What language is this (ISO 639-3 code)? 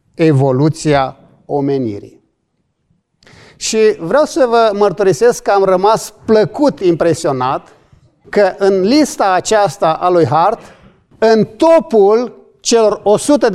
ron